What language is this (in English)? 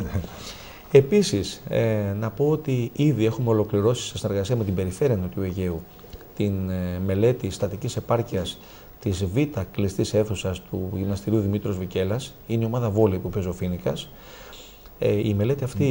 Greek